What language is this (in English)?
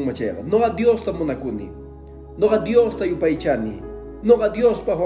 Quechua